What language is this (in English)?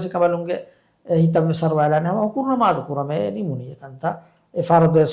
Divehi